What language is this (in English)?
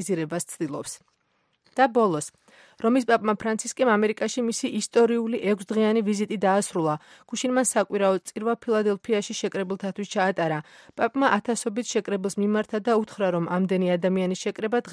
Georgian